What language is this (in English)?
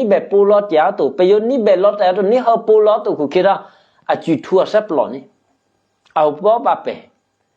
Eastern Kayah